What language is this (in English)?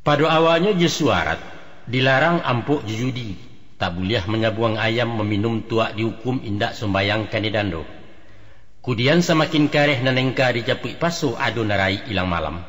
Minangkabau